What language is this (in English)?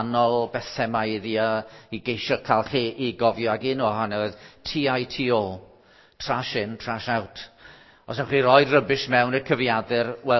Welsh